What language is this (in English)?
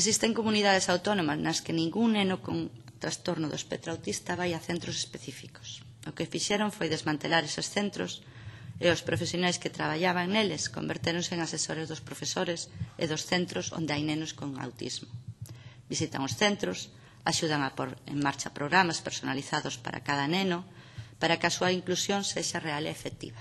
Galician